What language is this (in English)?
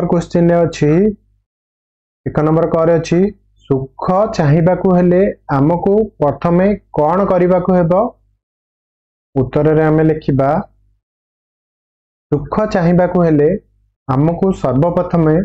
Odia